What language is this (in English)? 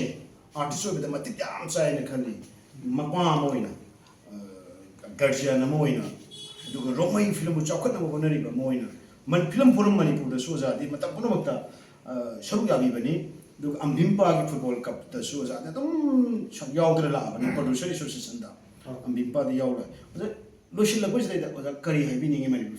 Manipuri